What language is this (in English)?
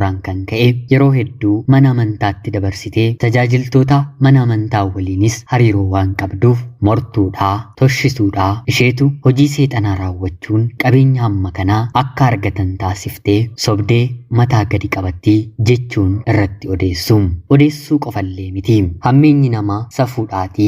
Oromo